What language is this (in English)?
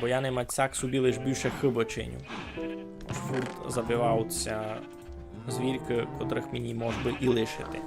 Rusyn